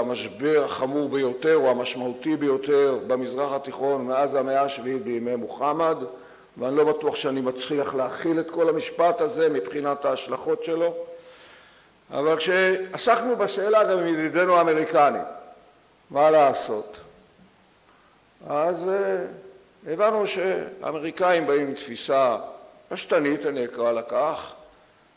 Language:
Hebrew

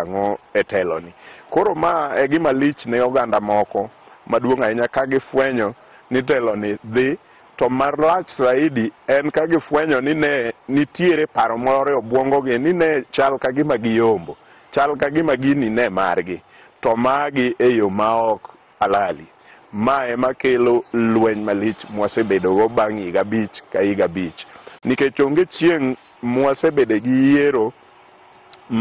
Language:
Luo (Kenya and Tanzania)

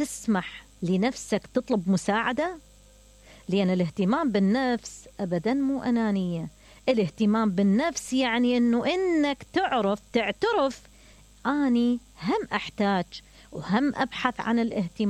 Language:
Mesopotamian Arabic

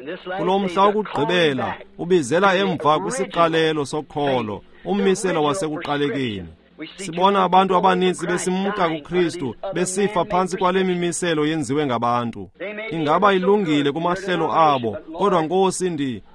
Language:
Xhosa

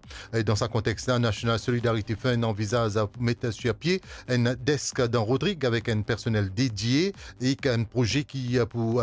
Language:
Morisyen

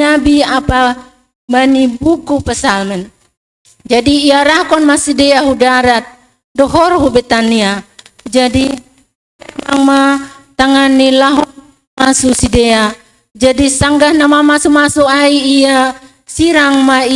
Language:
Batak Simalungun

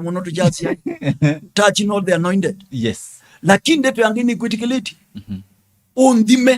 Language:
Kamba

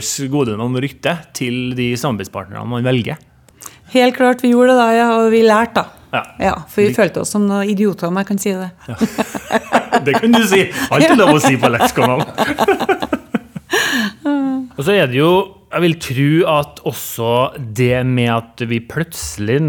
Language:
Norwegian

